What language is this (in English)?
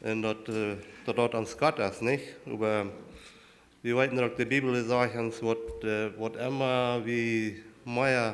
Plautdietsch